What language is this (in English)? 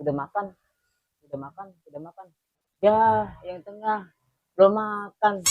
Betawi